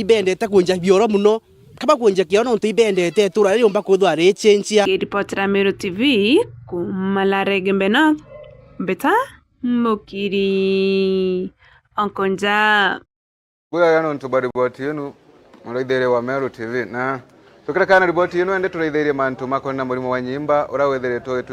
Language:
Meru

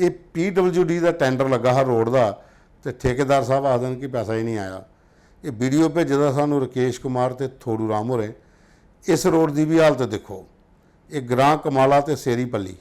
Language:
Dogri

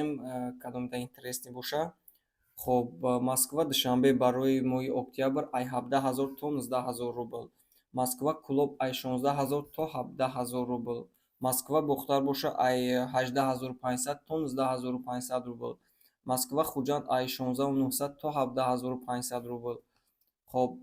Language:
Tajik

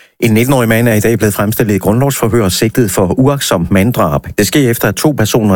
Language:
Danish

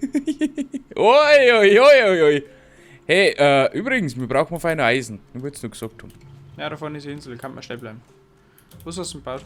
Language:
Bavarian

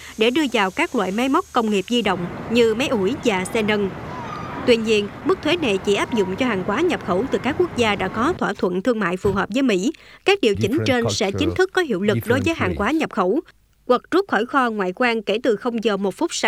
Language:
Vietnamese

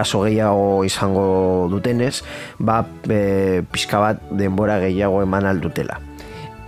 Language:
Basque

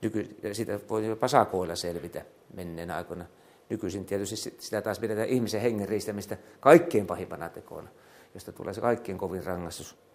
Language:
Finnish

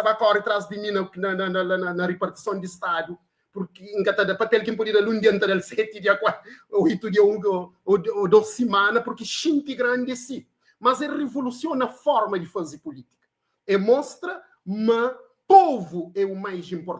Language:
Kabuverdianu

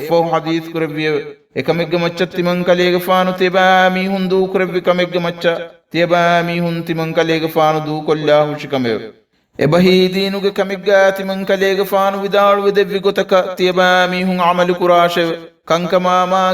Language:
Divehi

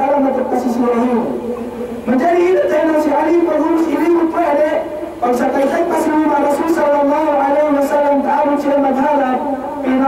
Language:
Yakan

